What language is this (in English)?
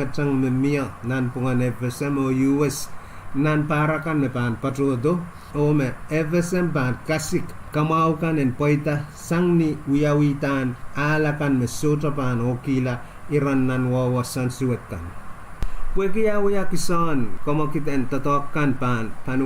Pohnpeian